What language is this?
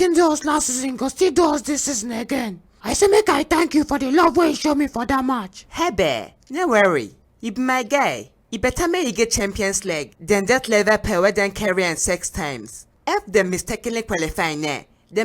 Nigerian Pidgin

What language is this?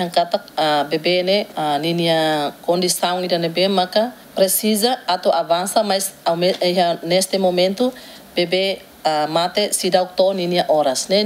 Tetum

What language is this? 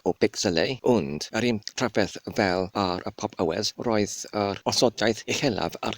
Welsh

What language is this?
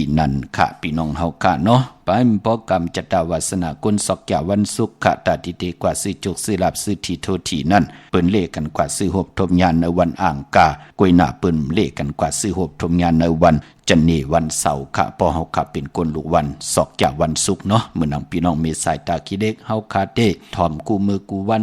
Shan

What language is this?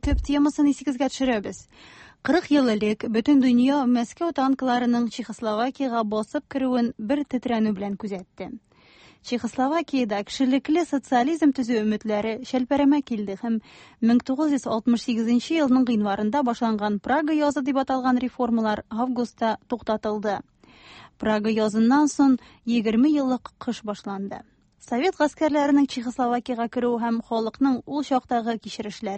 Tatar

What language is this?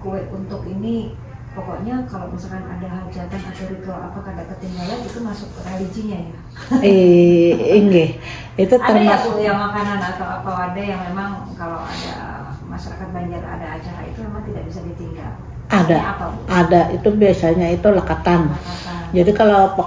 Banjar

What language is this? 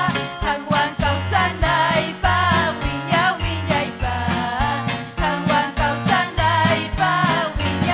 Ayacucho Quechua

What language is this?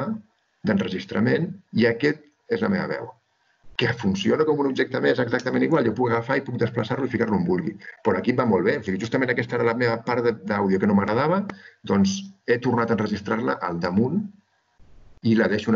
Catalan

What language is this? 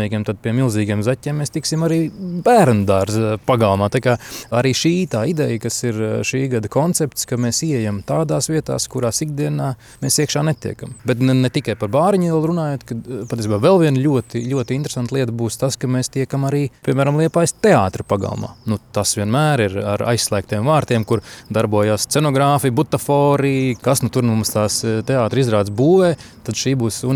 Latvian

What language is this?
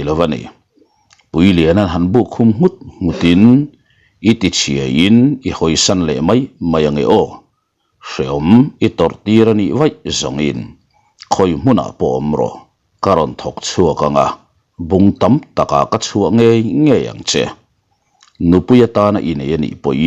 Mizo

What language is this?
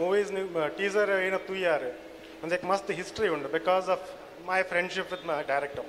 Tulu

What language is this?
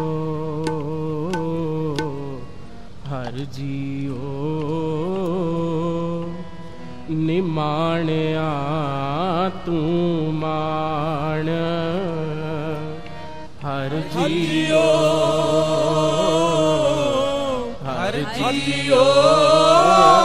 Punjabi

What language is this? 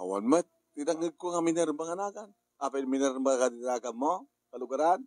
Iloko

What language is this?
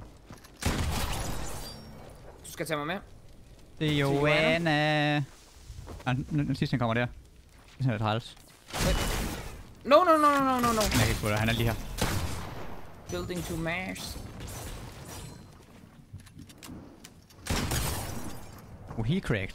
Danish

